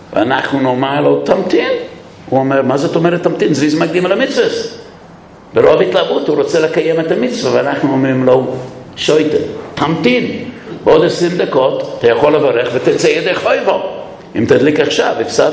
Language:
Hebrew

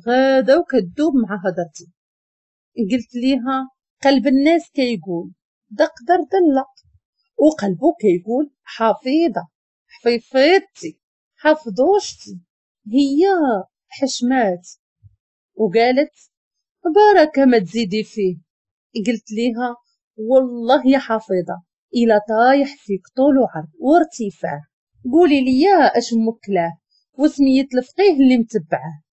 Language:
Moroccan Arabic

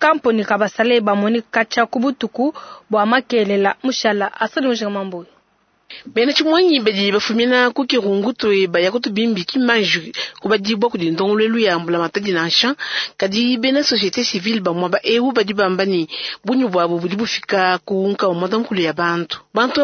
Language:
Luba-Lulua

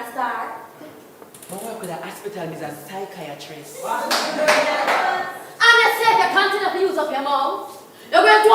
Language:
Jamaican Creole English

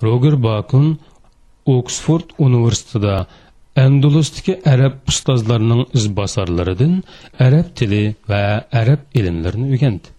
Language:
Uyghur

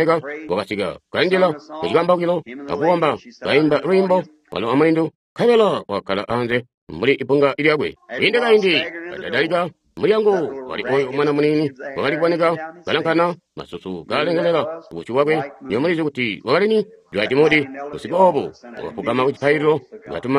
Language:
Tonga (Zambia)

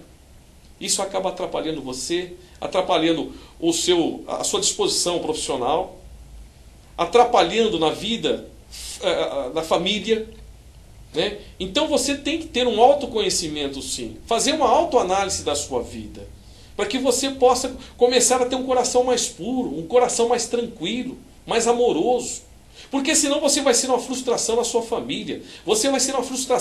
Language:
Portuguese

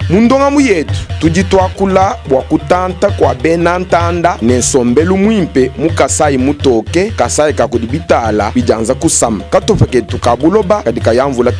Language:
Luba-Lulua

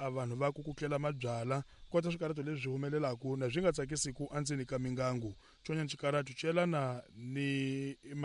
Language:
Tsonga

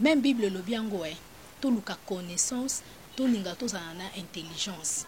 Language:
Lingala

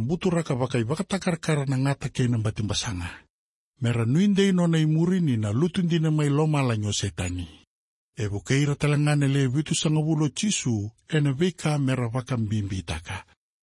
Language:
Fijian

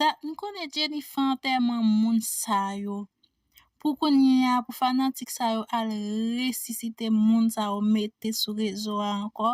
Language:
Haitian Creole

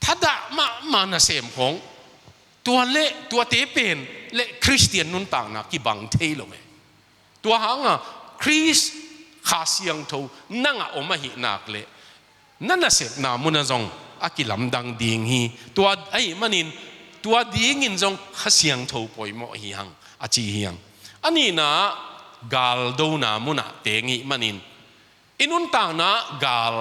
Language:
Tedim Chin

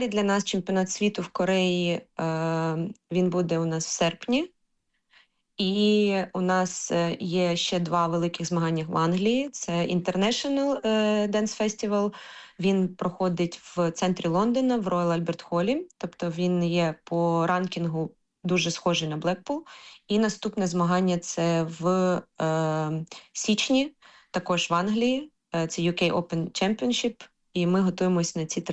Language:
Ukrainian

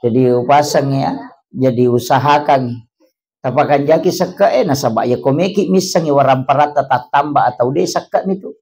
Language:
Buginese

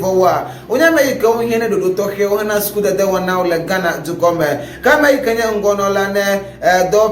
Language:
Ewe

